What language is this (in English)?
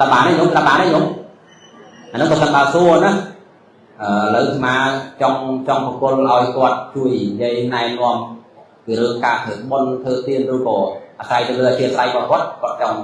Khmer